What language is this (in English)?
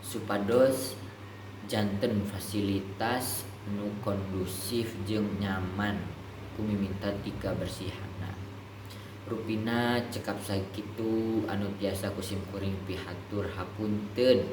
Sundanese